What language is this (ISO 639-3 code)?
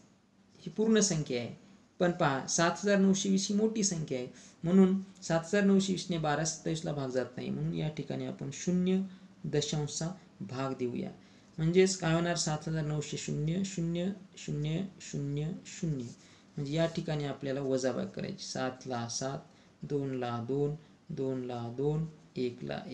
mar